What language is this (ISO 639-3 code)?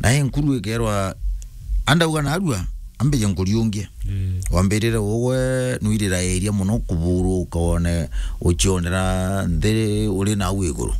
mer